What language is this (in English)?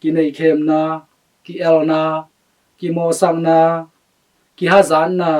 Tedim Chin